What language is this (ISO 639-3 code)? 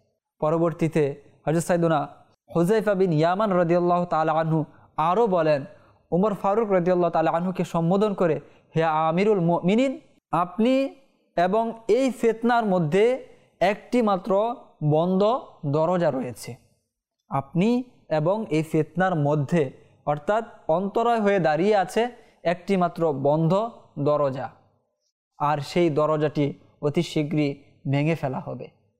ben